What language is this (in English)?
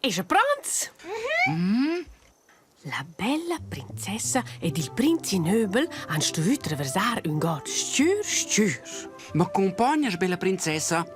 Romansh